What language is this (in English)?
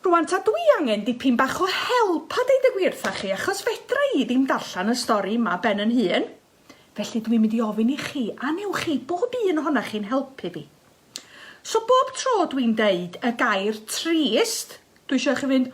Welsh